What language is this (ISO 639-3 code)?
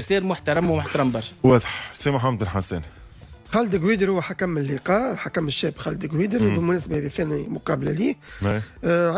aeb